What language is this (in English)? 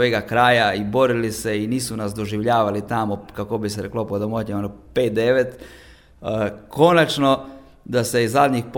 Croatian